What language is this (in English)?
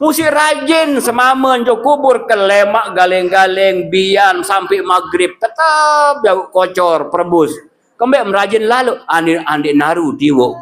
Sasak